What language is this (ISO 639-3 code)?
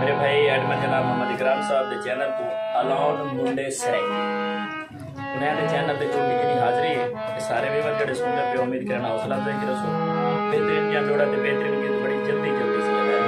skr